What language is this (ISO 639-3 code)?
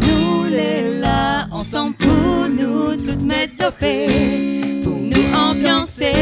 rcf